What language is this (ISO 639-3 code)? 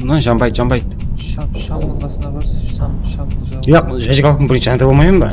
kaa